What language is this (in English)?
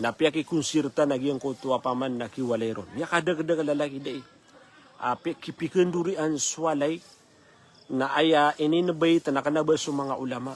Maranao